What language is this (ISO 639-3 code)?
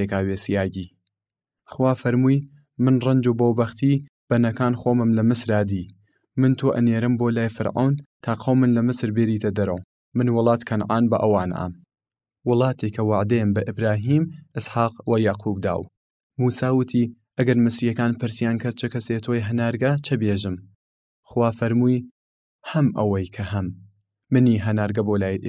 sdh